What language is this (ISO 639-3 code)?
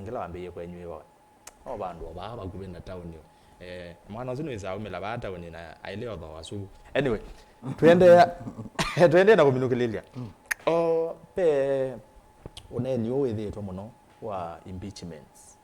kam